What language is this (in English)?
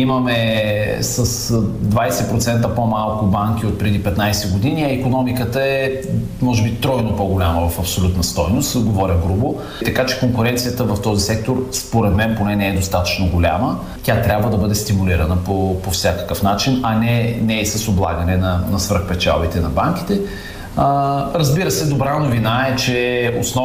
Bulgarian